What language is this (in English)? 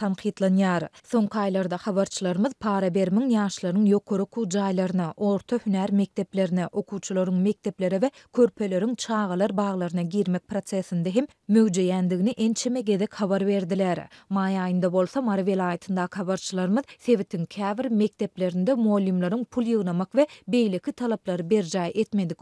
Turkmen